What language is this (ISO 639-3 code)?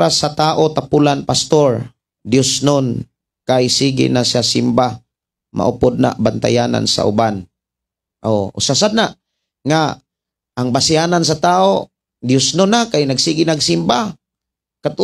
ceb